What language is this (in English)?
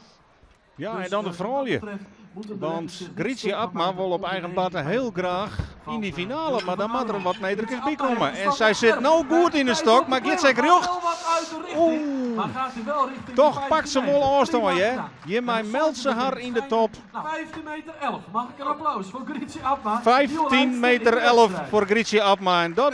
Western Frisian